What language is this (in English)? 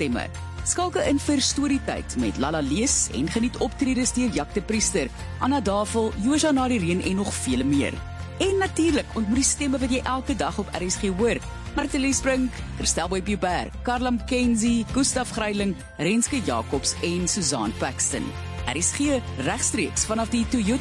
Afrikaans